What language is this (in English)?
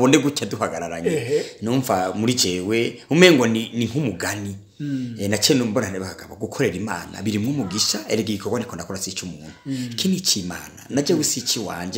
Rundi